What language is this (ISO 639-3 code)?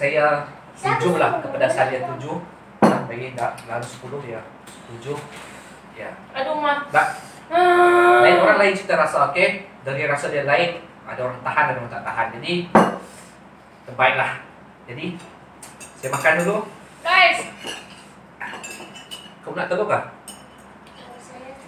msa